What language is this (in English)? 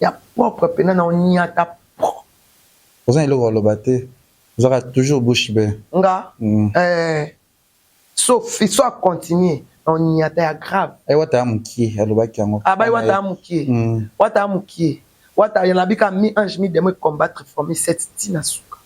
Lingala